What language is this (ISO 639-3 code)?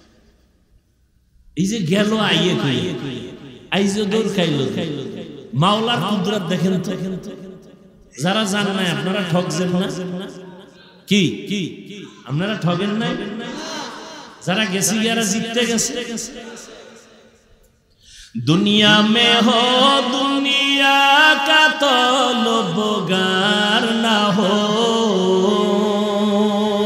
ben